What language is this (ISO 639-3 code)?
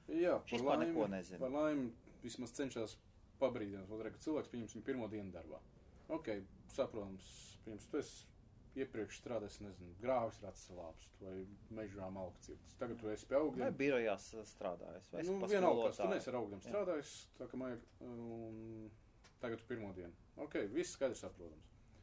lav